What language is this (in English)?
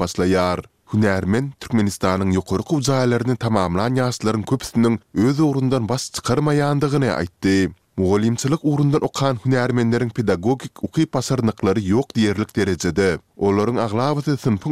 Turkmen